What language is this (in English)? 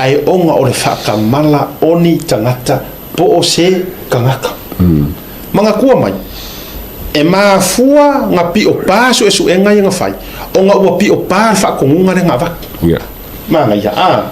Samoan